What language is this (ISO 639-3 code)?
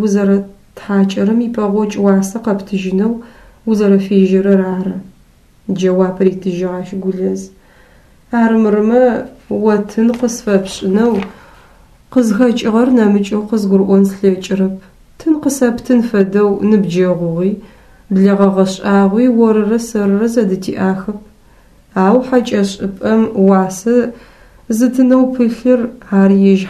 ady